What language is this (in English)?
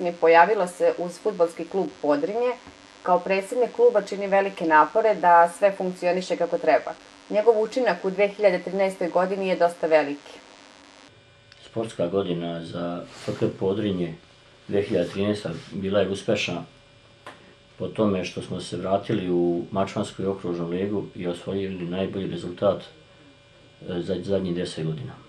Serbian